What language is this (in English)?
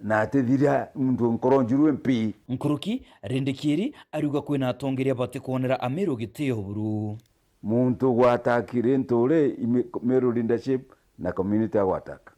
Meru